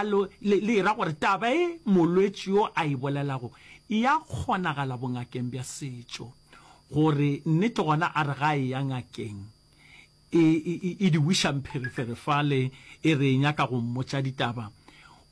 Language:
Northern Sotho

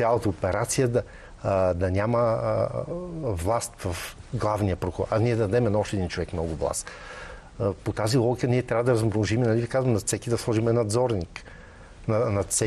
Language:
Bulgarian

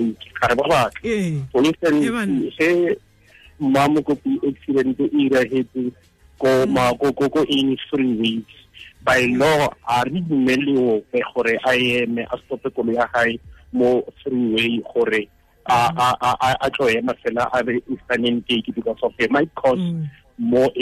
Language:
Tswana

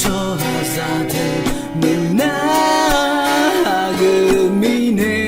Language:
Akha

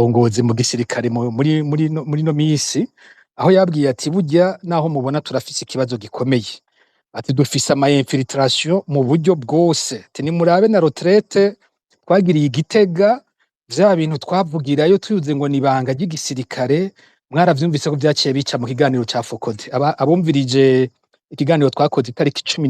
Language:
Rundi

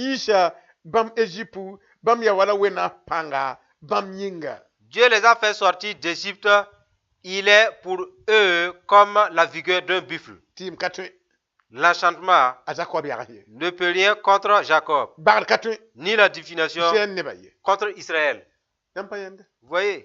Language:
Mossi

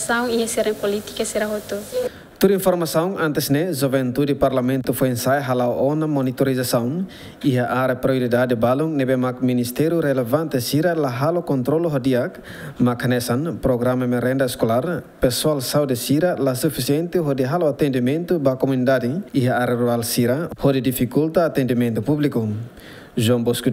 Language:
Tetum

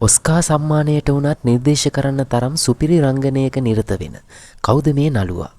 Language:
Sinhala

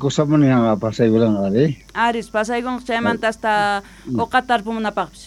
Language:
Quechua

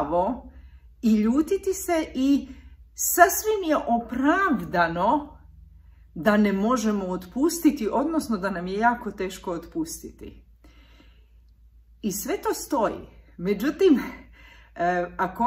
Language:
Croatian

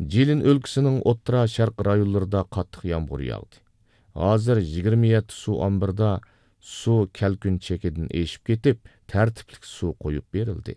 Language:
Uyghur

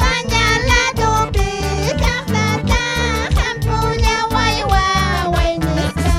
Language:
Quechua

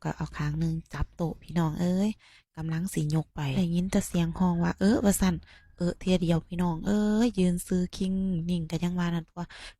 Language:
Northeastern Thai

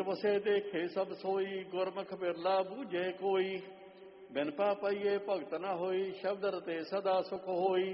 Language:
Punjabi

